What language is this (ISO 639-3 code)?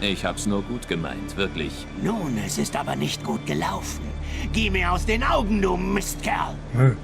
gsw